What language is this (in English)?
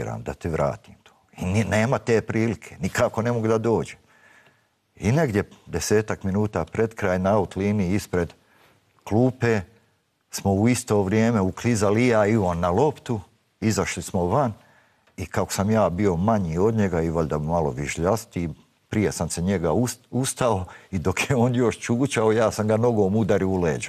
Bosnian